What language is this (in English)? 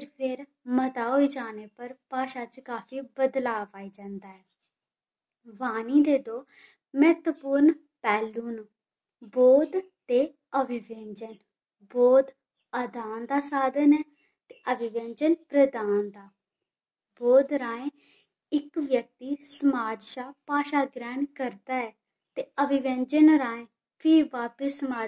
Dogri